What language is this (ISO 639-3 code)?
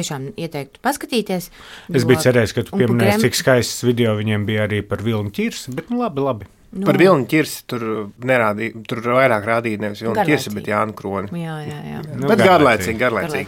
lav